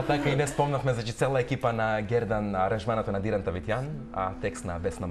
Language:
Macedonian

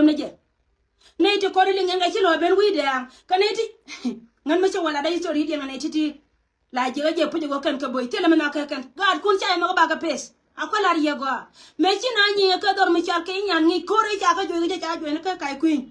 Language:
Nuer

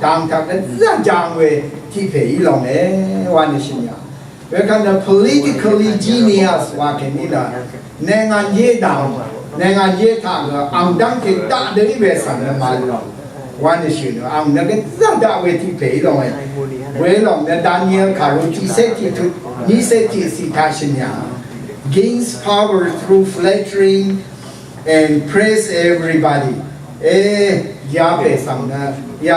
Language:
Rawang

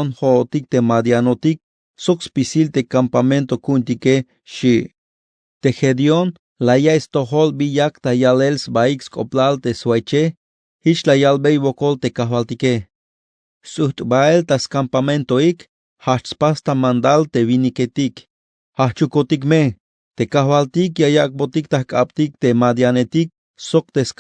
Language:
Tzeltal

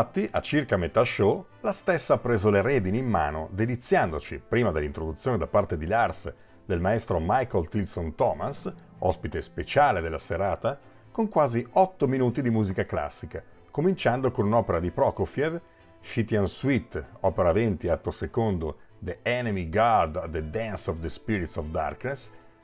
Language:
Italian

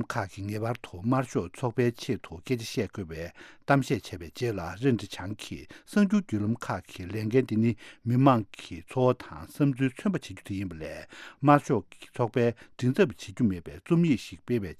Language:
Tibetan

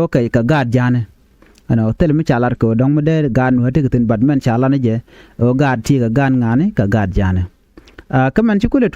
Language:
Nuer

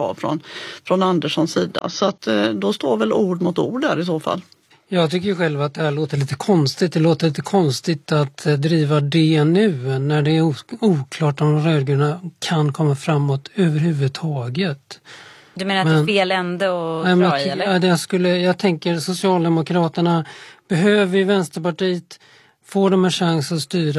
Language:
Swedish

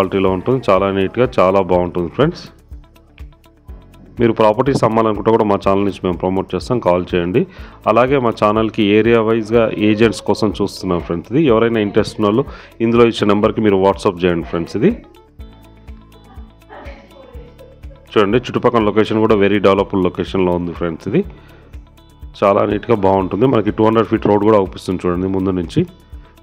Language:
Telugu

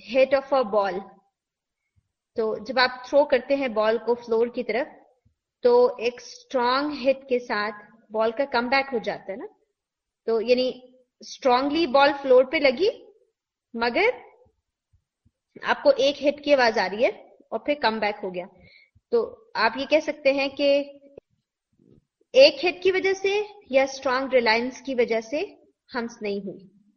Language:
Urdu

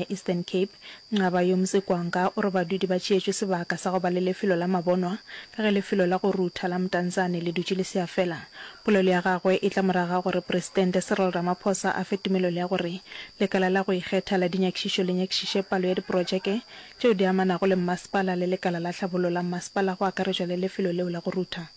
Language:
Northern Sotho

